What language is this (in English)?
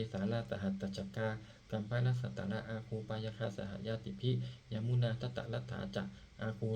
Pali